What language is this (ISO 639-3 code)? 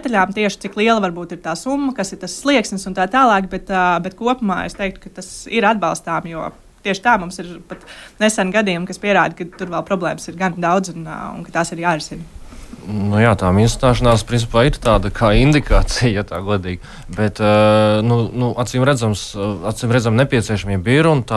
lav